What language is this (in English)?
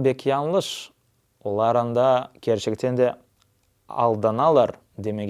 Crimean Tatar